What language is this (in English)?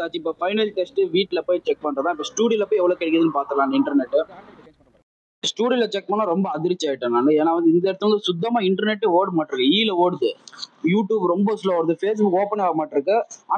Tamil